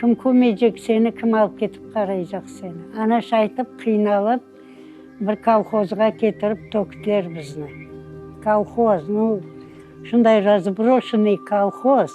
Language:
Crimean Tatar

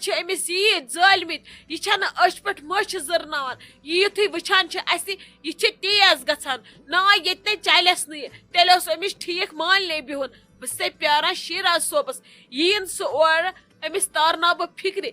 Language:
Kashmiri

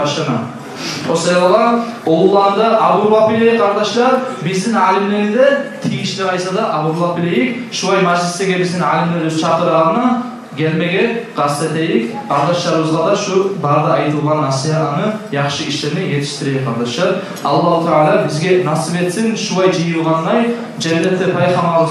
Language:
Kumyk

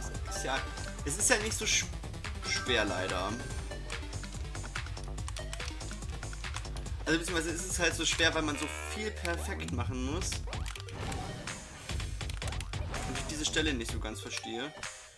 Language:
German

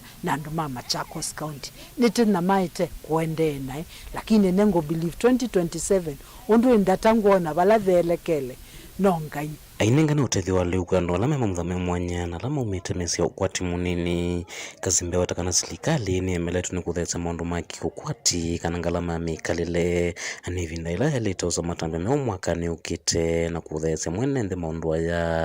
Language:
Kamba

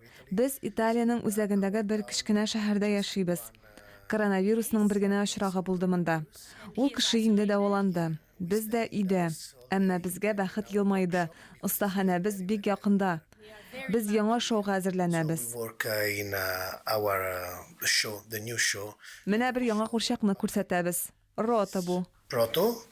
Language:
Tatar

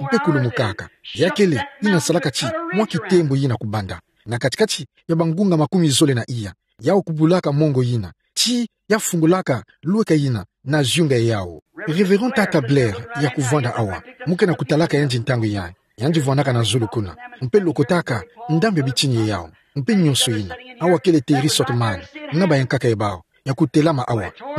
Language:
Kituba (Democratic Republic of Congo)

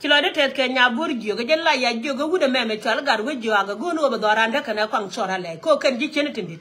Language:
Nuer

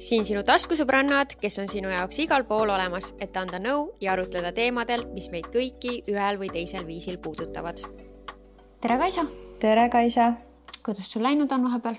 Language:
Estonian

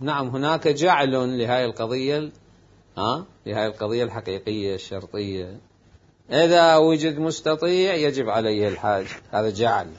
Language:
Mesopotamian Arabic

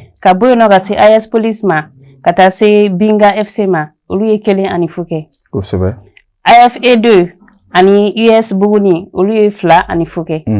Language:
Bambara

